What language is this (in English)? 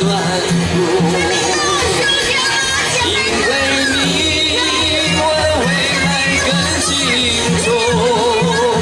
Chinese